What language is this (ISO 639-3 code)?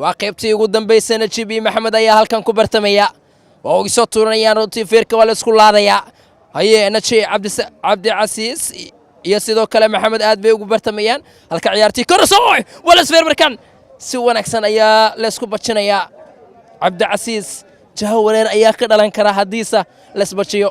som